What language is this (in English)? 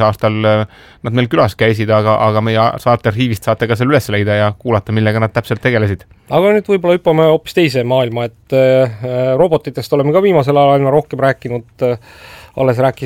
Estonian